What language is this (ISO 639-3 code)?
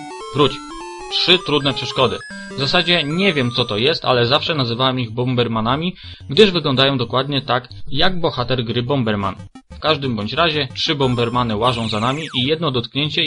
pol